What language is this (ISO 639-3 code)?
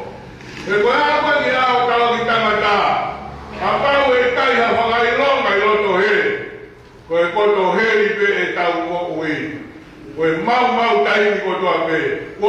ton